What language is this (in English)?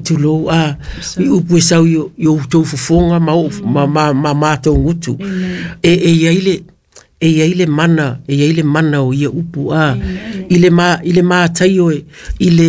Samoan